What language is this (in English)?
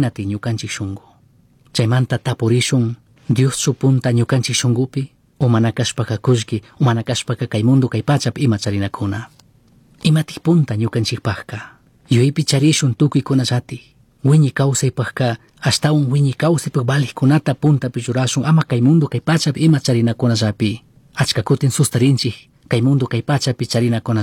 Chimborazo Highland Quichua